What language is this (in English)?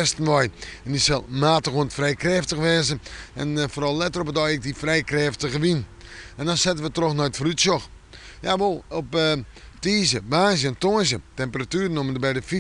Western Frisian